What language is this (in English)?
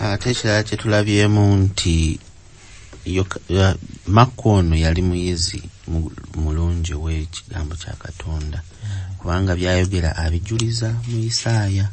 Ganda